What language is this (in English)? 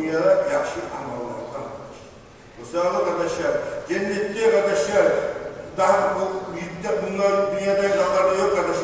Kumyk